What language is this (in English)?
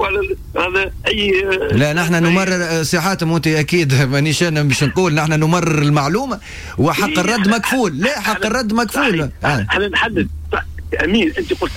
Tunisian Arabic